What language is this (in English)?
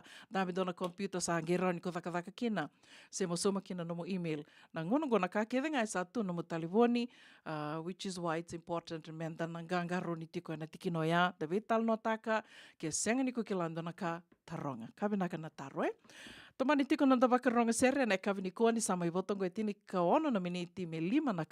Fijian